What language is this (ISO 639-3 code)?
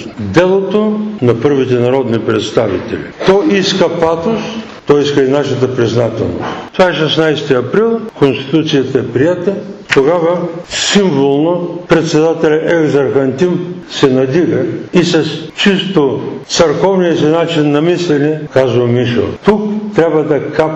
bul